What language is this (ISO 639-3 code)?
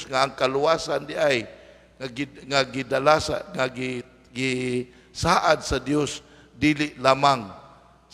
ceb